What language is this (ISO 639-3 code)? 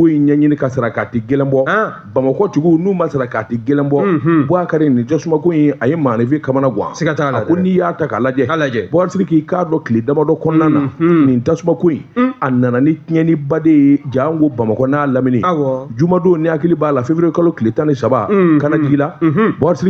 bam